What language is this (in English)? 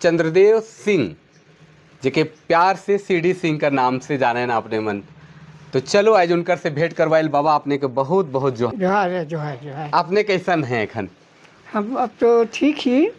Sadri